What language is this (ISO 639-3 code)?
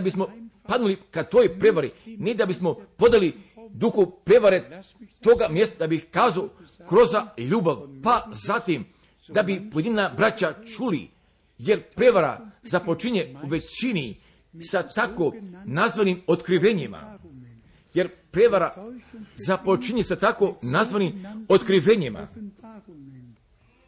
hrv